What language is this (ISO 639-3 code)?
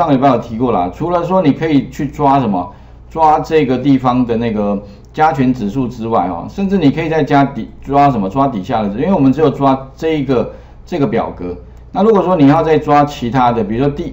zho